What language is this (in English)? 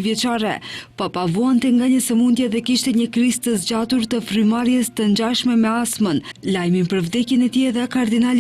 Albanian